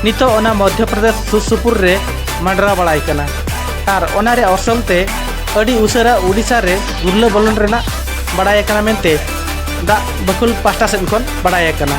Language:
Santali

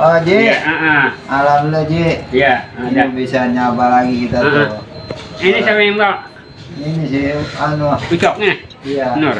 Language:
Betawi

